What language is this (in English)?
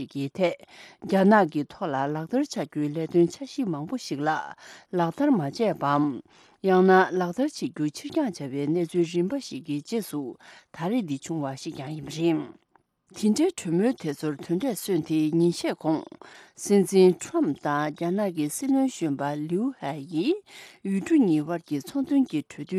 Tibetan